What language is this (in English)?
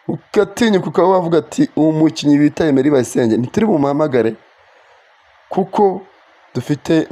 Kinyarwanda